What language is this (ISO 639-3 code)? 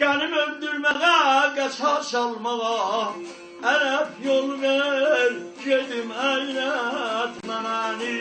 azb